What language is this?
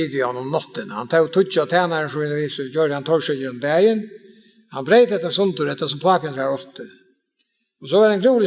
Faroese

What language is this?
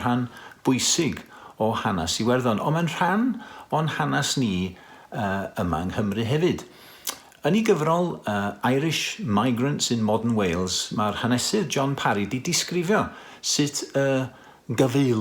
Welsh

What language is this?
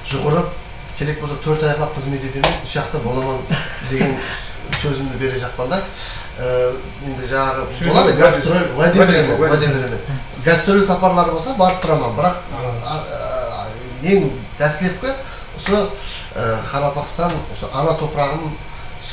Kara-Kalpak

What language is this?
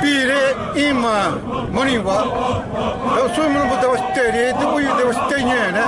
Xavánte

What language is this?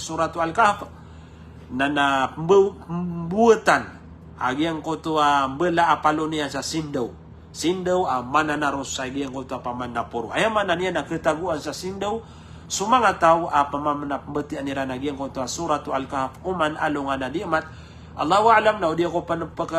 Maranao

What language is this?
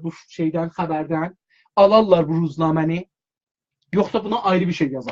South Azerbaijani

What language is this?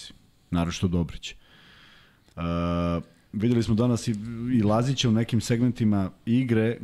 Serbian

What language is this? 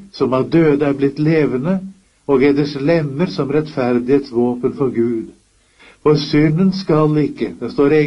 Norwegian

